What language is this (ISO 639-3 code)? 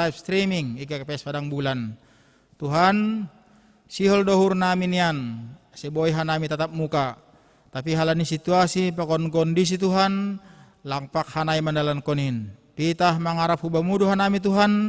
bts